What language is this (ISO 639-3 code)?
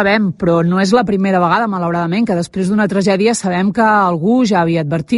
cat